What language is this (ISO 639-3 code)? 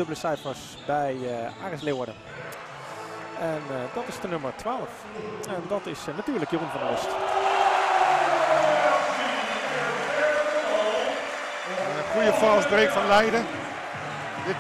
nld